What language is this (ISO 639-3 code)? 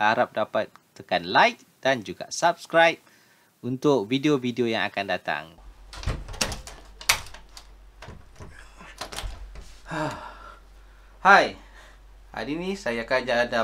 msa